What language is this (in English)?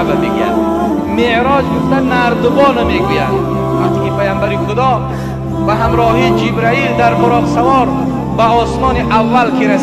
Tajik